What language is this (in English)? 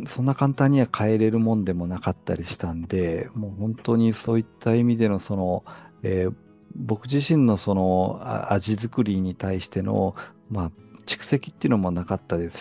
Japanese